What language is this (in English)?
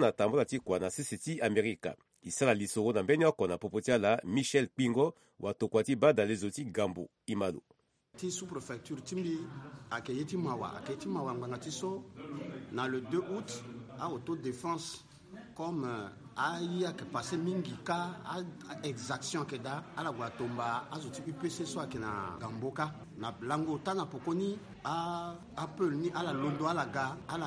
Sango